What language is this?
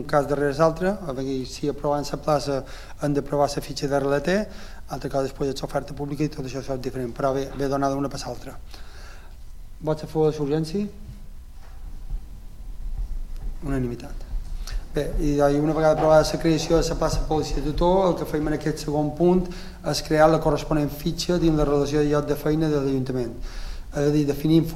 Catalan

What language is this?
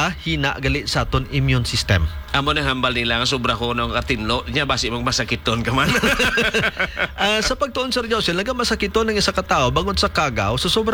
Hiligaynon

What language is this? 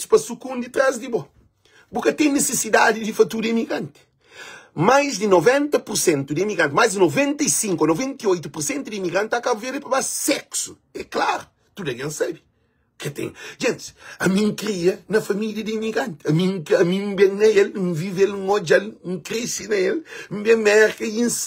Kabuverdianu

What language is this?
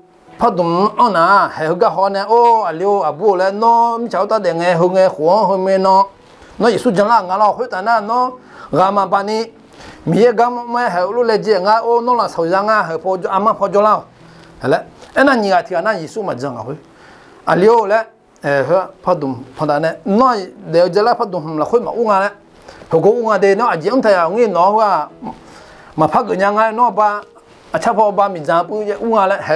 Akha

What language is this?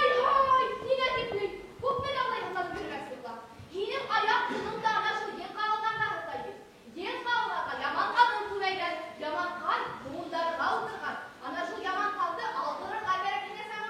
Bashkir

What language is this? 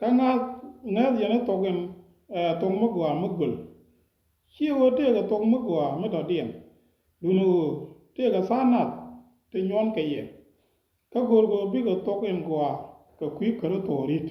Nuer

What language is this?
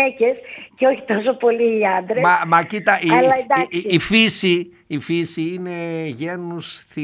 Greek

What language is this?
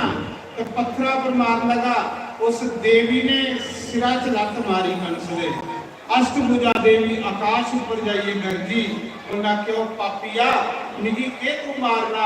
Dogri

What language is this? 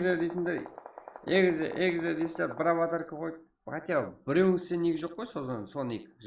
Kara-Kalpak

